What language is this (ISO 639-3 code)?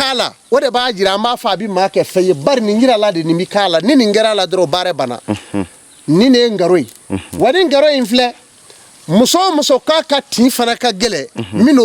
bam